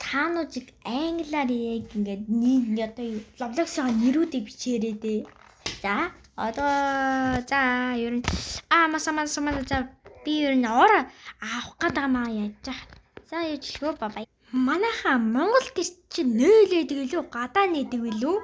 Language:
Mongolian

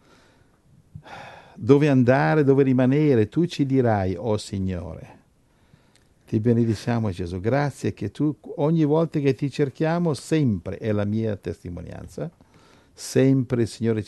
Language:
Italian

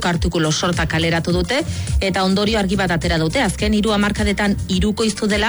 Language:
Basque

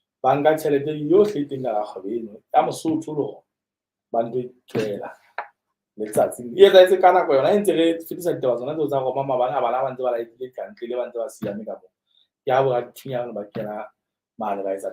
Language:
Southern Sotho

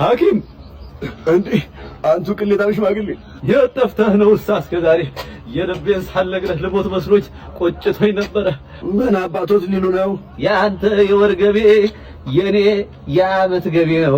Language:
Amharic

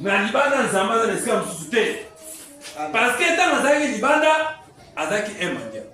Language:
Lingala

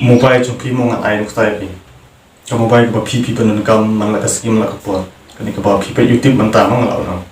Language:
Khasi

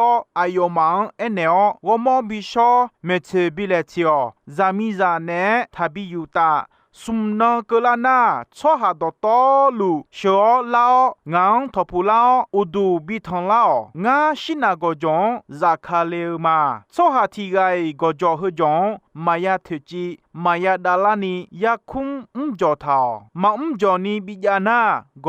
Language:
Akha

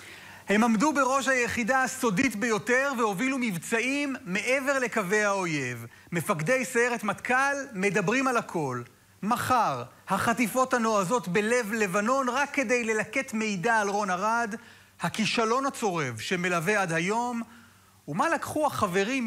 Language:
Hebrew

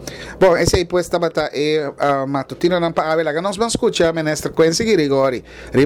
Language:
Papiamento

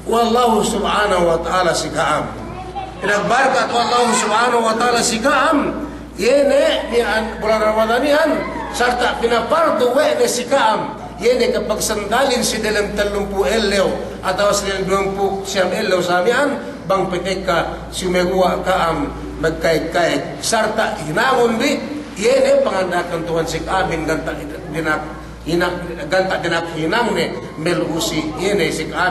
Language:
Yakan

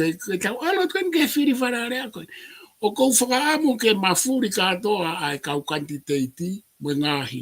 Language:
Tongan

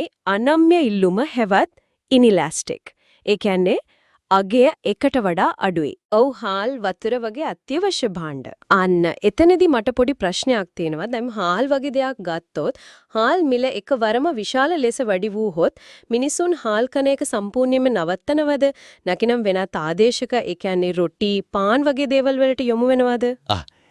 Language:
Sinhala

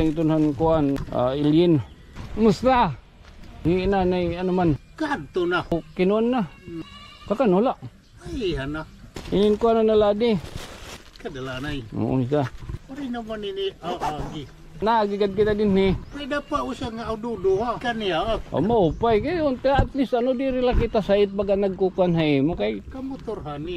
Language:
Waray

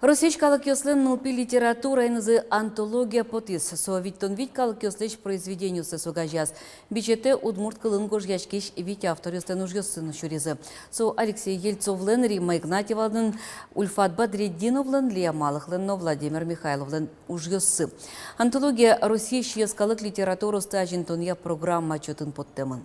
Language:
Udmurt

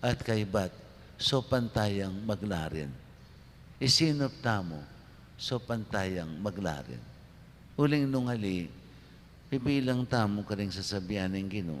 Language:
Pampanga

